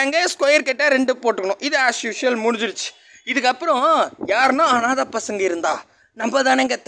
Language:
Tamil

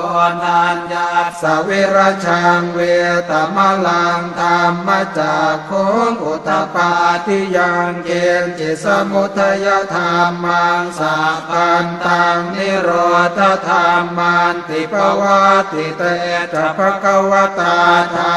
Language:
Pali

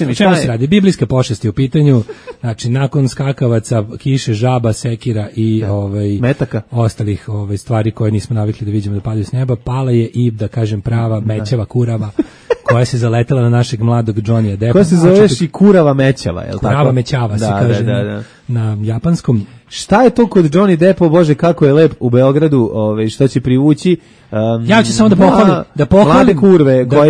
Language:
Serbian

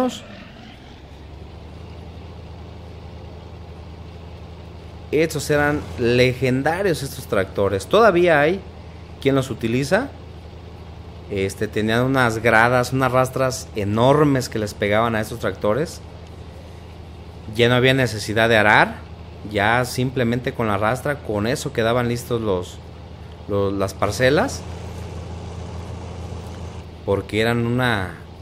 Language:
Spanish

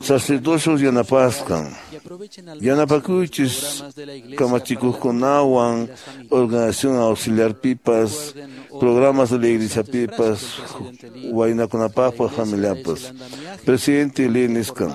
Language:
Quechua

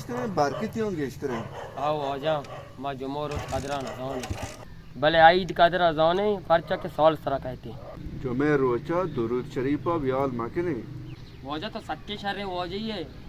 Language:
Baluchi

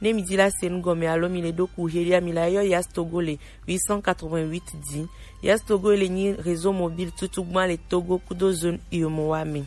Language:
Gen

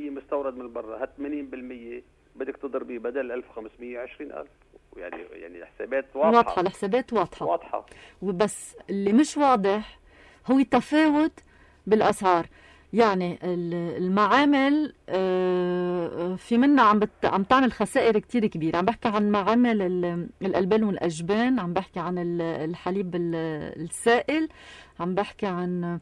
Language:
North Levantine Arabic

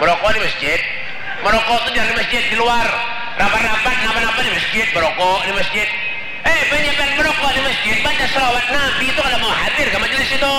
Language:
Banjar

